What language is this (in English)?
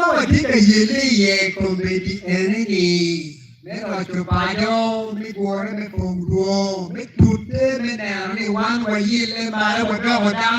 Acoli